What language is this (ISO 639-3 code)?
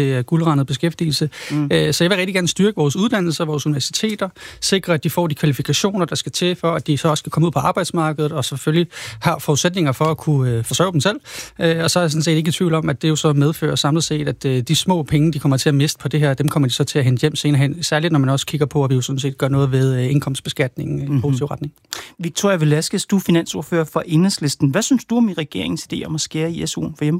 dan